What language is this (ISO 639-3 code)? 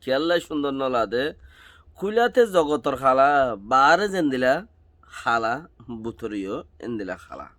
rhg